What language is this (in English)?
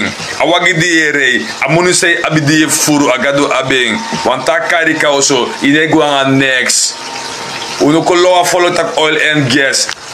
Sranan Tongo